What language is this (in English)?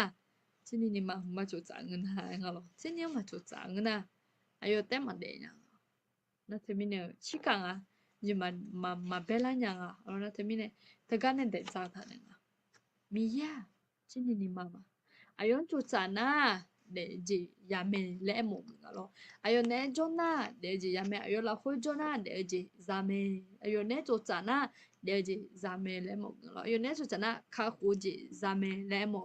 Akha